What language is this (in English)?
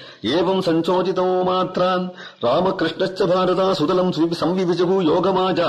Sanskrit